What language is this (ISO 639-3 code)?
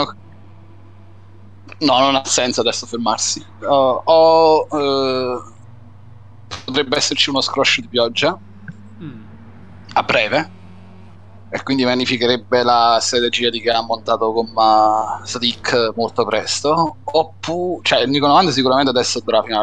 ita